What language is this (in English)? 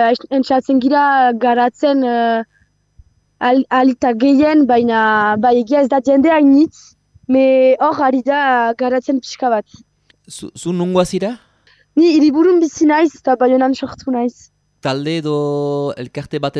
Basque